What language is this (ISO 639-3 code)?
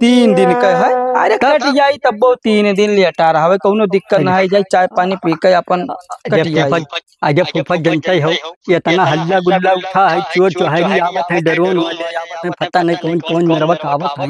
awa